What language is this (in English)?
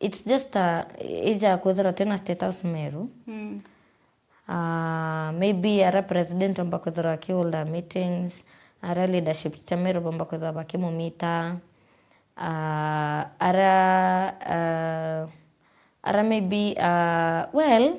Meru